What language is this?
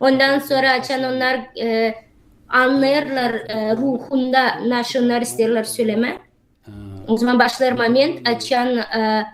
Gagauz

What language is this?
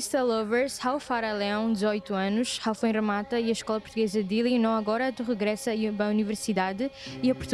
Tetum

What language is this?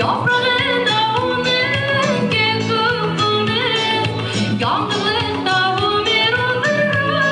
Bashkir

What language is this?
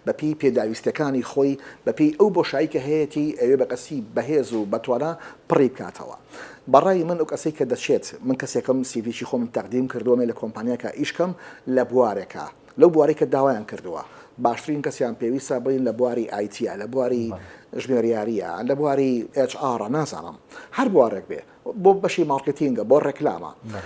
Central Kurdish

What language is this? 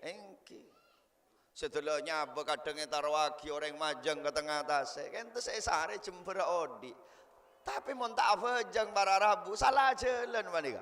Madurese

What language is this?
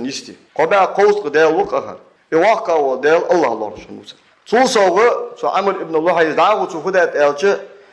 Ingush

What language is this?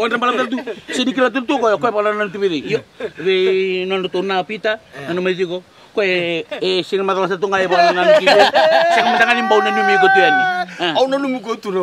Fijian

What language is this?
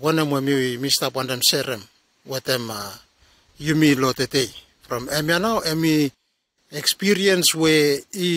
Bislama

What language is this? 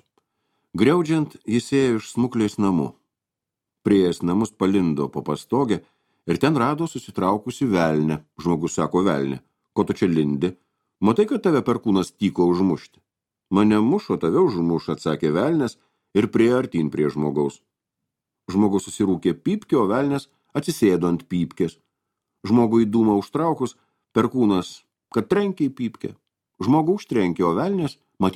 Lithuanian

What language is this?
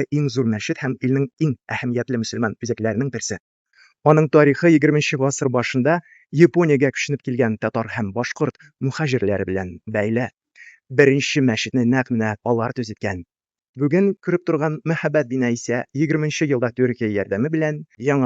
Tatar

